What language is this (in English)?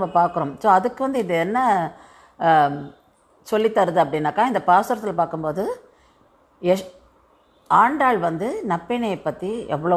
Tamil